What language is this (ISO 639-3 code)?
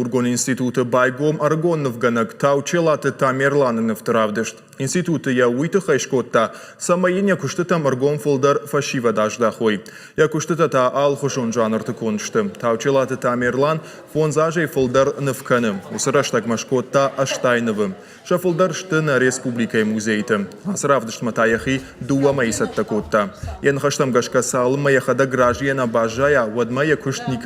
oss